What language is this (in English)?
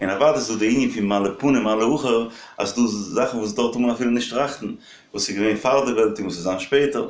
Yiddish